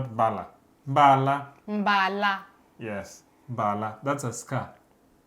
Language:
Luo (Kenya and Tanzania)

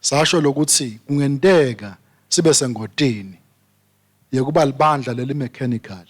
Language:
Swati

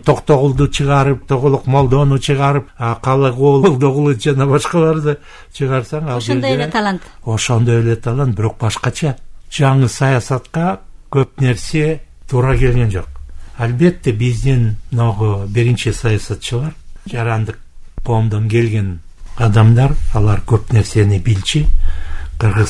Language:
Kyrgyz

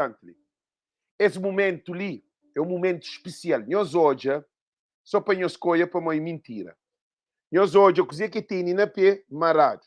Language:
Kabuverdianu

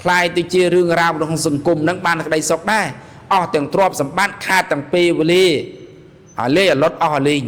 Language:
Khmer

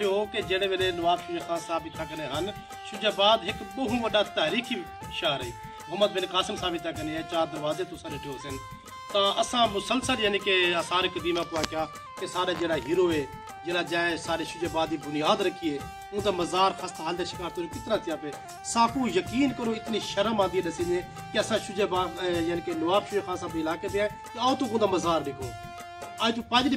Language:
Saraiki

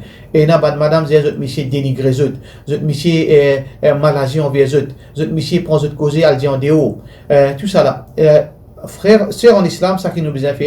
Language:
Morisyen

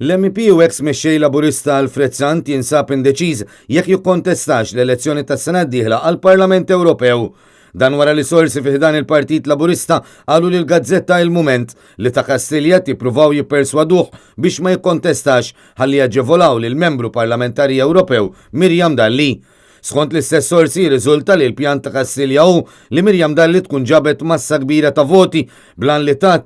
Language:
Maltese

